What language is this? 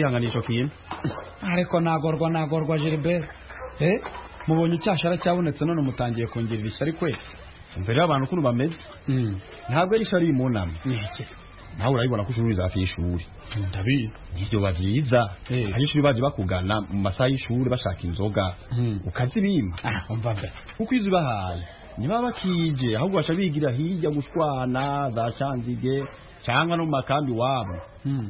Kinyarwanda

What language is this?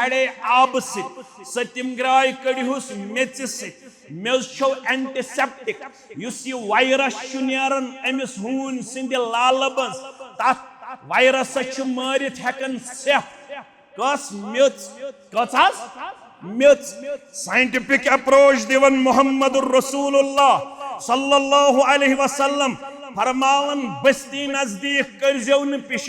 Kashmiri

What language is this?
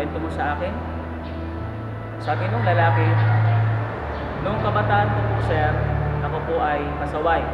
Filipino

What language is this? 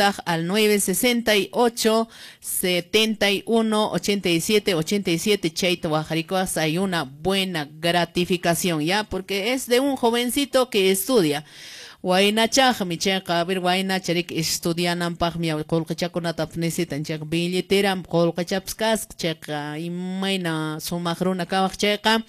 Quechua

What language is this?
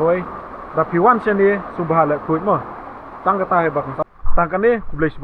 Khasi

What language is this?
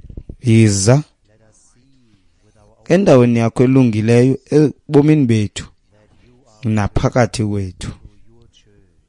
Xhosa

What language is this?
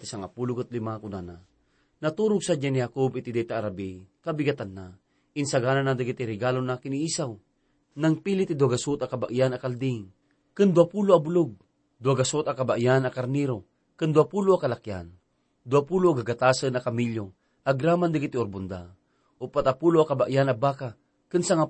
Iloko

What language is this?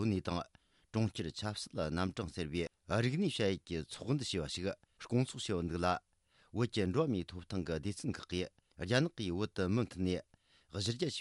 Tibetan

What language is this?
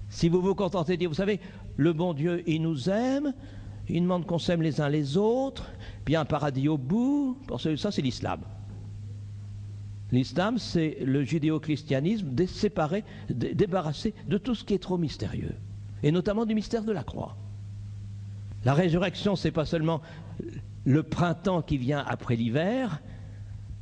French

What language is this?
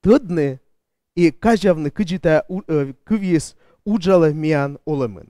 Komi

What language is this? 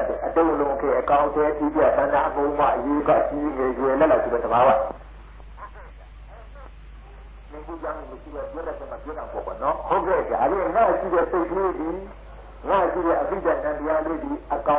Burmese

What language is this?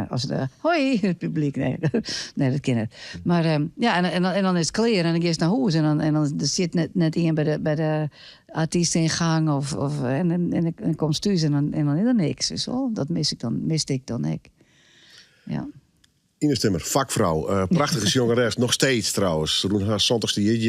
Western Frisian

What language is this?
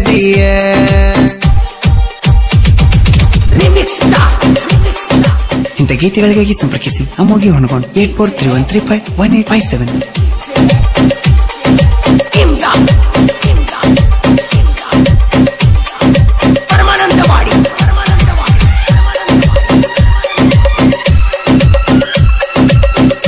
Kannada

